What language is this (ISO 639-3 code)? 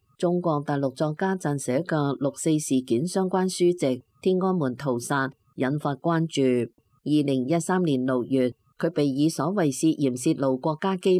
yue